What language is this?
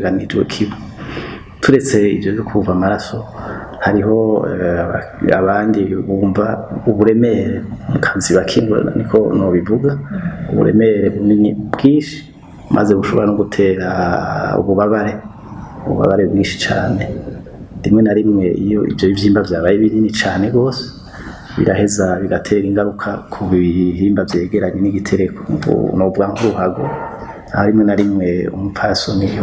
Rundi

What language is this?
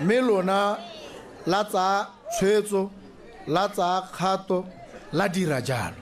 Tswana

